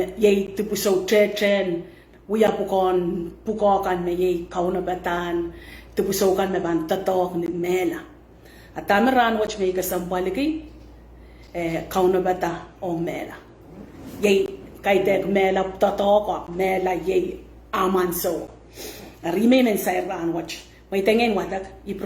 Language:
Pohnpeian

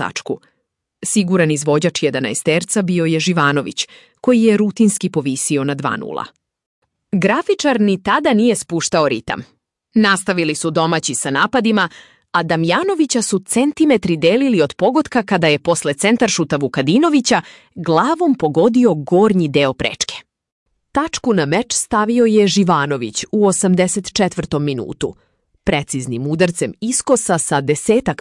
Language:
Serbian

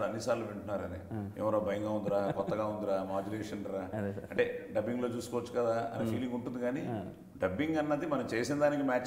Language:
Telugu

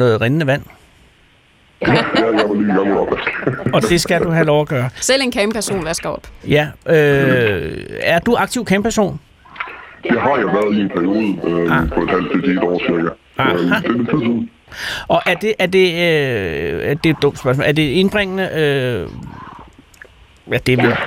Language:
Danish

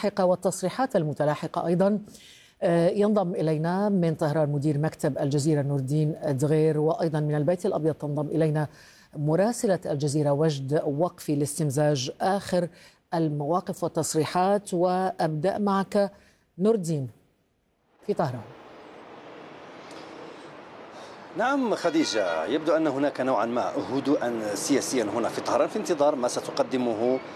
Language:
Arabic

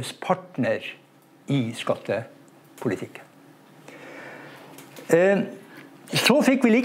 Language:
Norwegian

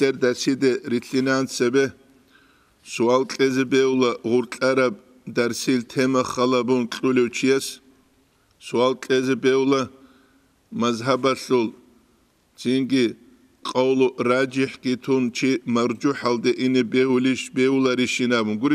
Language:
Avaric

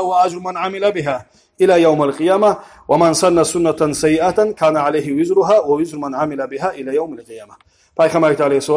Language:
Kumyk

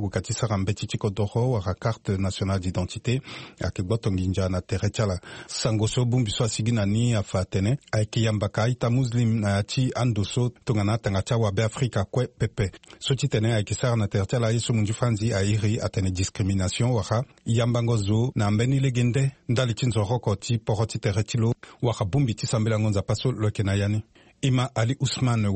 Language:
Sango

